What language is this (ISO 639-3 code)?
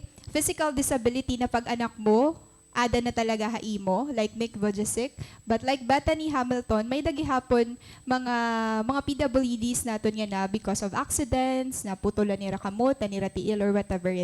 war